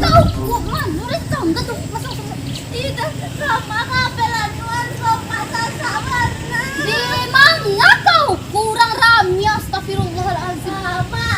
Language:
Minangkabau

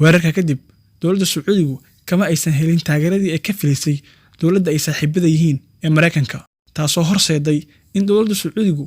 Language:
Somali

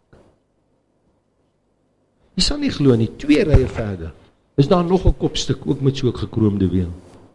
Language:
Afrikaans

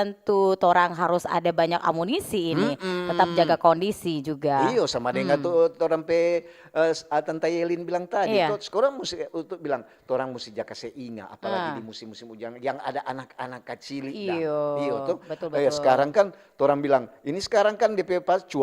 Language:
Manado Malay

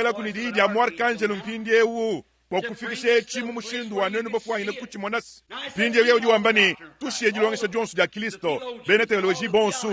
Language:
Luba-Lulua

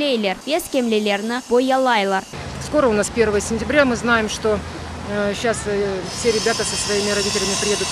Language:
Crimean Tatar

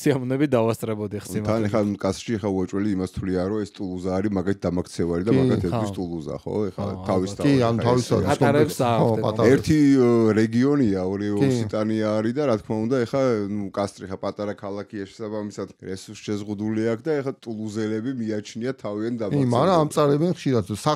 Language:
Georgian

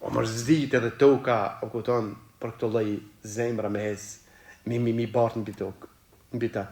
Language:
Albanian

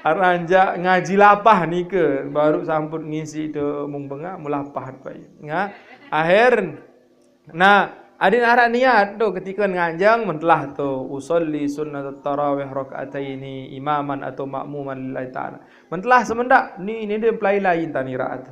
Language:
Sasak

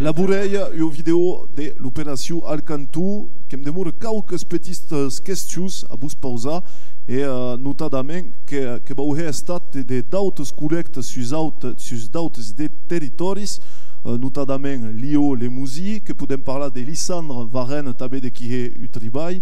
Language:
Occitan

